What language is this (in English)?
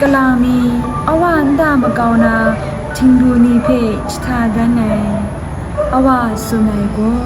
Kachin